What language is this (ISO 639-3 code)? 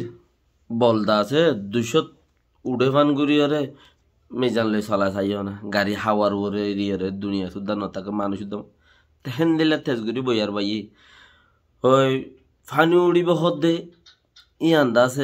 rhg